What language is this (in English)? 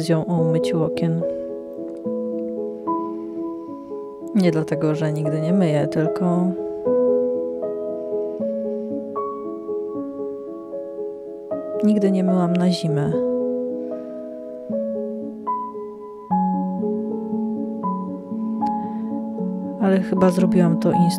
Polish